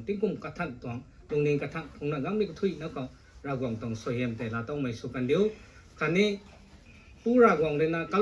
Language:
Rongmei Naga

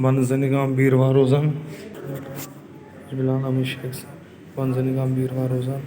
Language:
Kashmiri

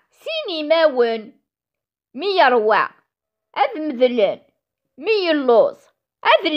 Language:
Kabyle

